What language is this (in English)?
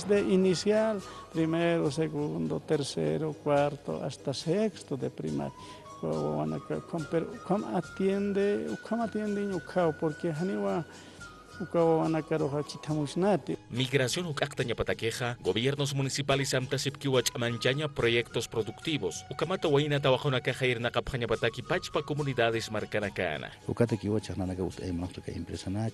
Aymara